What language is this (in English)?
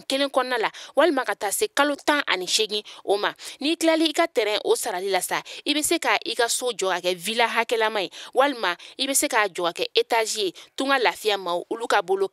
Bambara